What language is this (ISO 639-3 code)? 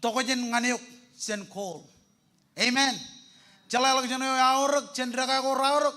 mah